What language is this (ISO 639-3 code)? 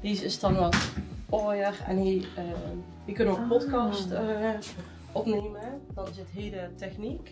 lim